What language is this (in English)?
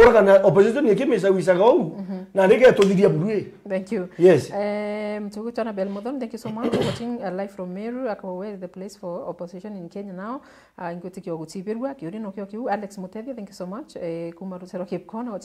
Meru